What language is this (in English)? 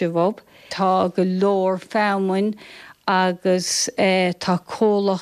Irish